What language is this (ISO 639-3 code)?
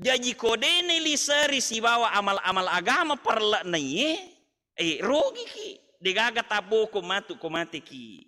bug